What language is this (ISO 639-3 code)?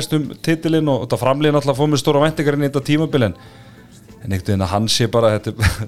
isl